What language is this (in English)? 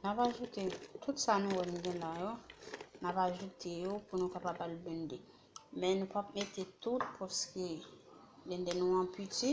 Haitian Creole